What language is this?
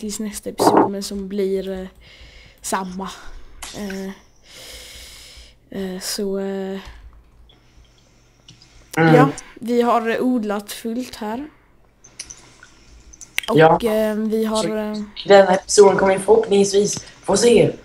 Swedish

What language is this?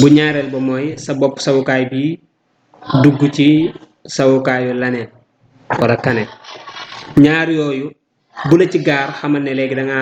Wolof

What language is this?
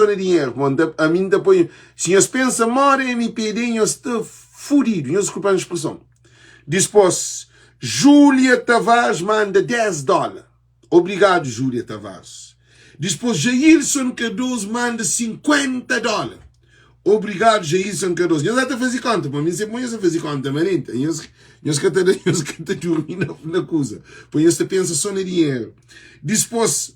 Kabuverdianu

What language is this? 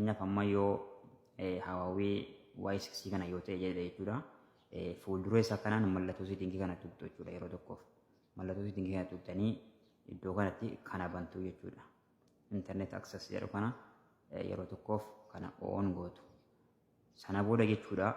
Oromo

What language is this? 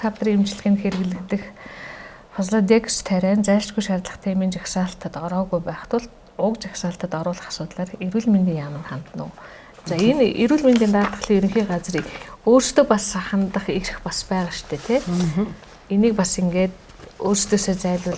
Mongolian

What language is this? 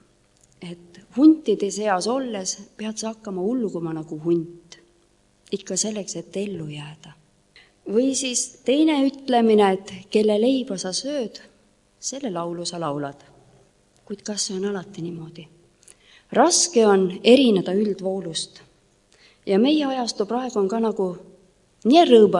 Estonian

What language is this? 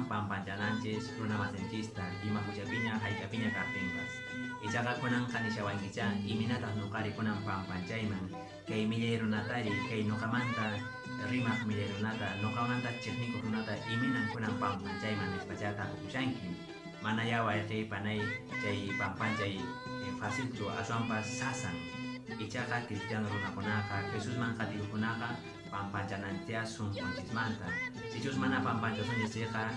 Quechua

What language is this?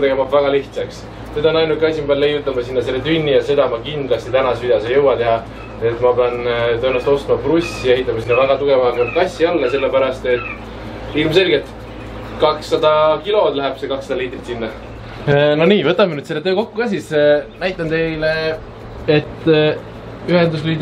Estonian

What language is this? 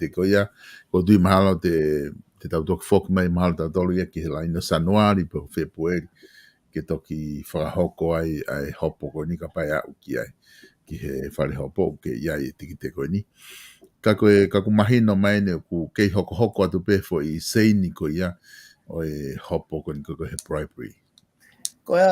Tongan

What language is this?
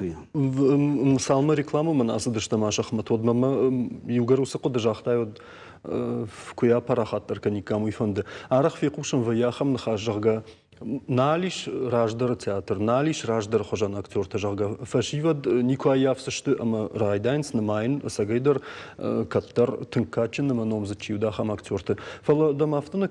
Ossetic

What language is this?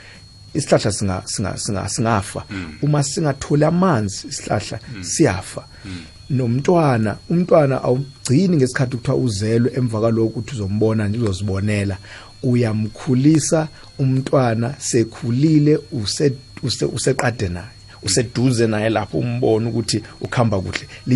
South Ndebele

